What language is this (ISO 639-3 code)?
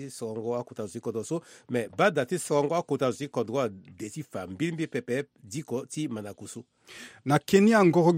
sag